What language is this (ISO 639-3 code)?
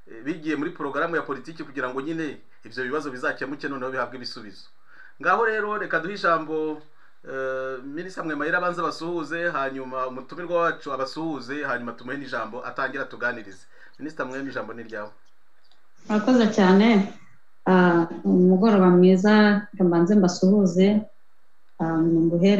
kin